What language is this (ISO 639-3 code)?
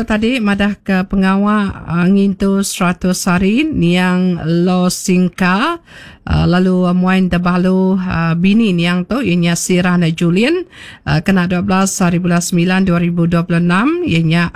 iba